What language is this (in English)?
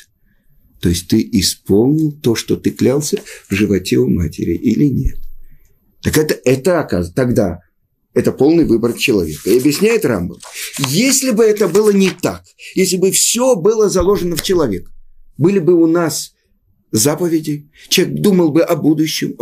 Russian